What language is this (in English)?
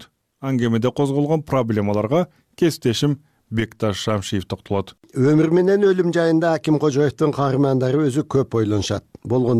Kyrgyz